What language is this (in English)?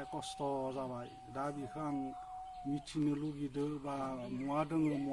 Bodo